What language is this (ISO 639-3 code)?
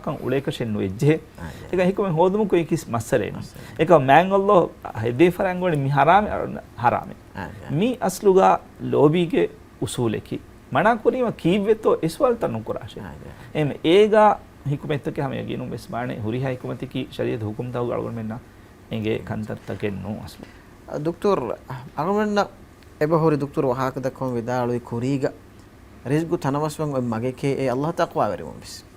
div